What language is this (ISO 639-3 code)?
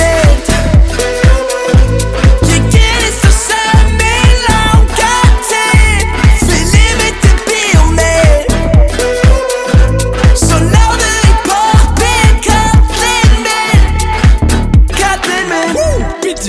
isl